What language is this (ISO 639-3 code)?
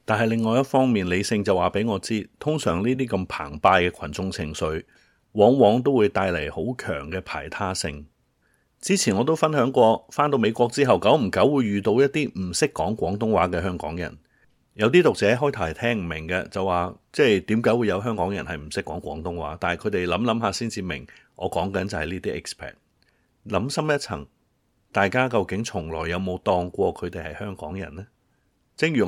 yue